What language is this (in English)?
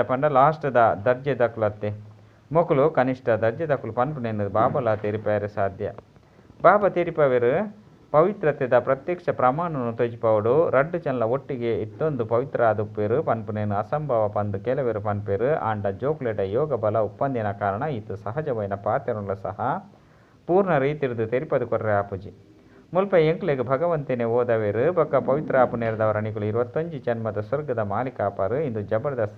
Tulu